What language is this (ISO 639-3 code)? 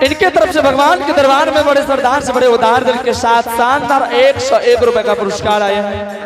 anp